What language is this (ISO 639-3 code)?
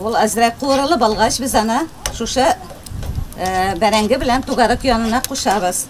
tat